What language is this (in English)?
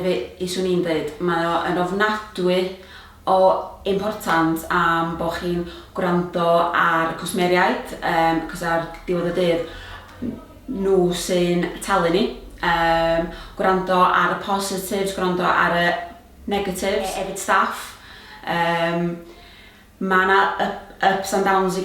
Welsh